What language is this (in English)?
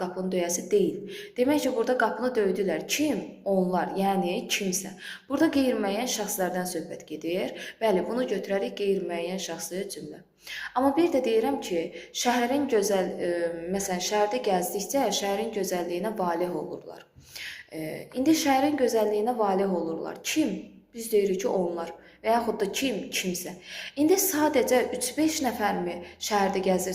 Azerbaijani